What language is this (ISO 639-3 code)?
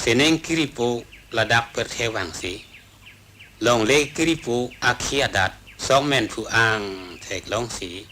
mjw